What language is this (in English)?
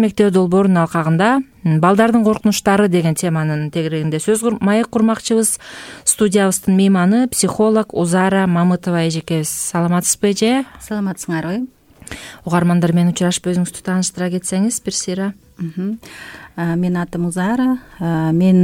Kyrgyz